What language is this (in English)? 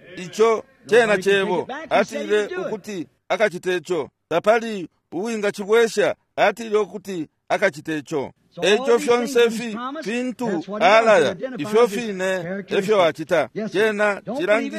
Bemba